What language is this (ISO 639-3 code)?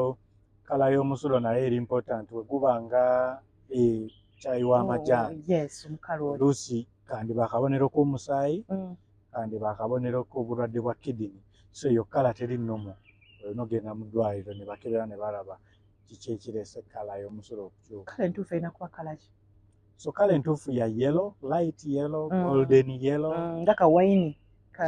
lug